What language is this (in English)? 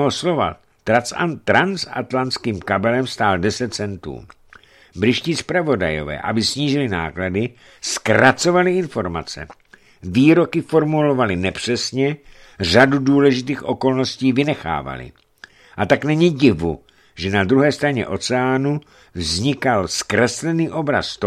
Czech